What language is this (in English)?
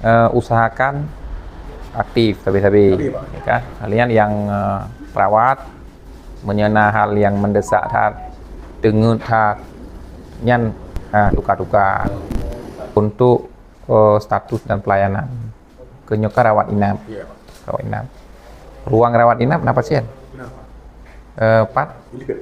Achinese